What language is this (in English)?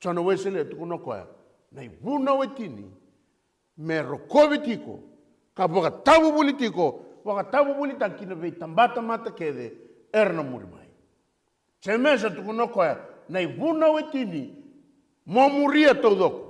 Fijian